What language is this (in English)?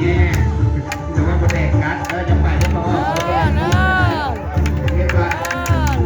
Lao